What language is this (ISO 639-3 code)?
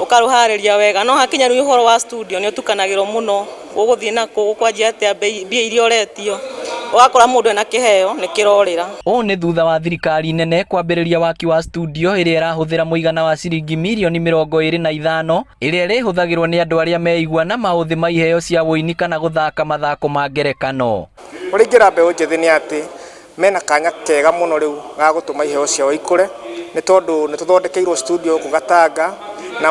kik